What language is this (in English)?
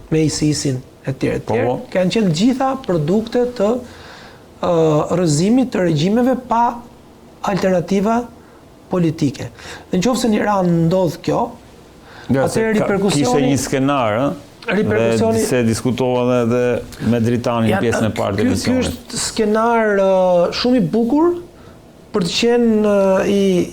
Albanian